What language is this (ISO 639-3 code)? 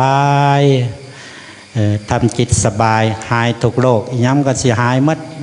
lao